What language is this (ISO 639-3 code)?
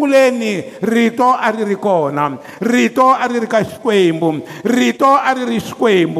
tso